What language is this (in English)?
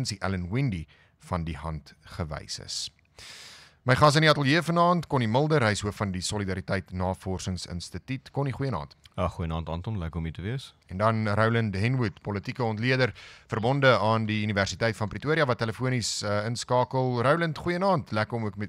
Afrikaans